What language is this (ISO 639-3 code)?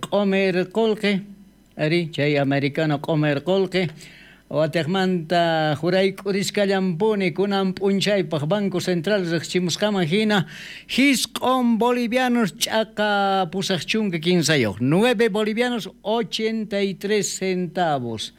quh